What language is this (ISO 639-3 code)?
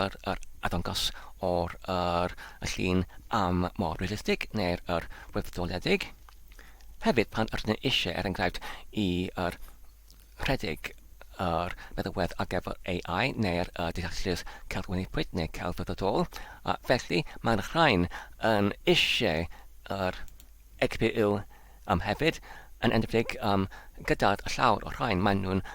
cym